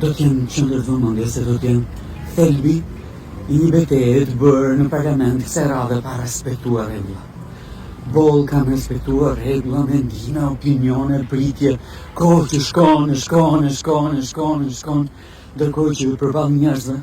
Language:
Albanian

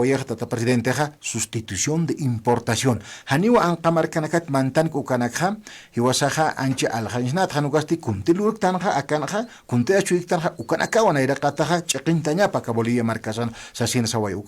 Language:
Aymara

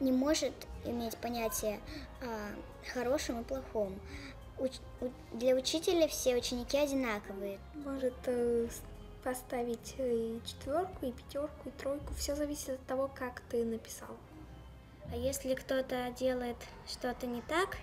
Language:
Russian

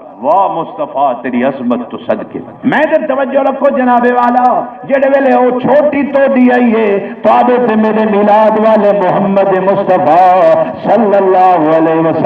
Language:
Saraiki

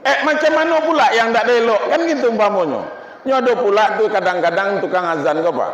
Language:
Minangkabau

